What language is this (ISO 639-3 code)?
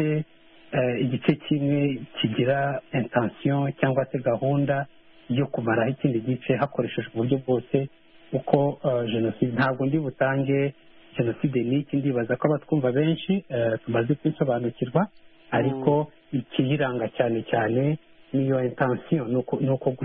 kin